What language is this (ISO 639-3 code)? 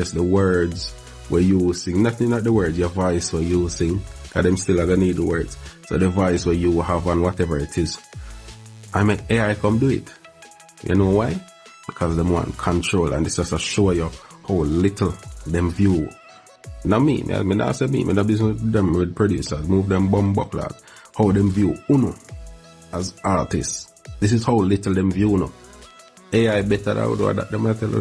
jam